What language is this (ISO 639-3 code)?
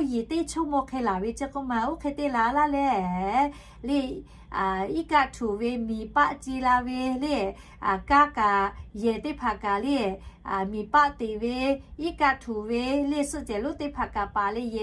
lhu